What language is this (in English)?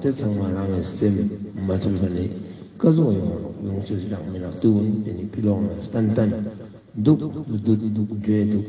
Ladakhi